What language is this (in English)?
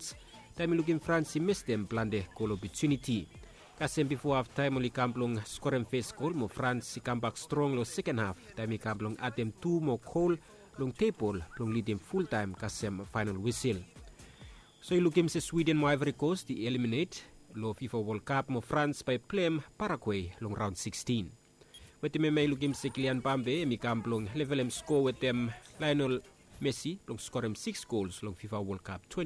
Bislama